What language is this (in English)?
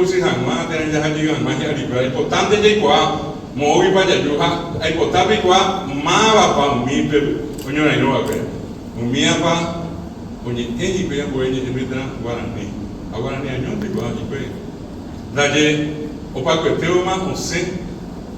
Guarani